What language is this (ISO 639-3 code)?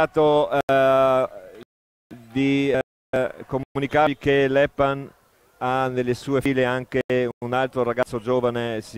ita